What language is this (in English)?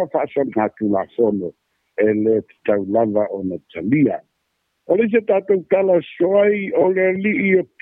Samoan